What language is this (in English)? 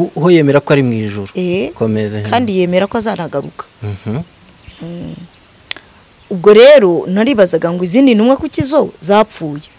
Kinyarwanda